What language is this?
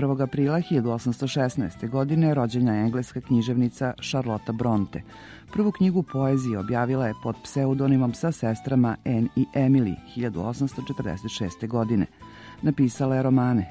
Serbian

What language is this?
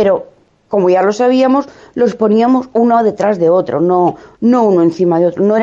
Spanish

